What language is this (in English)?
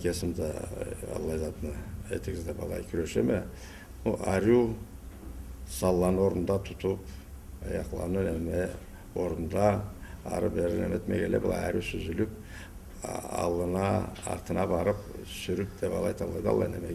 Karachay-Balkar